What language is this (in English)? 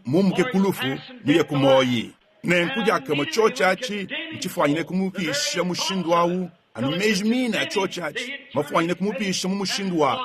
Luba-Lulua